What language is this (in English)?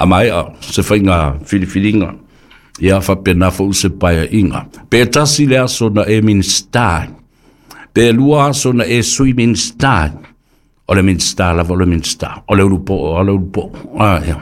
Samoan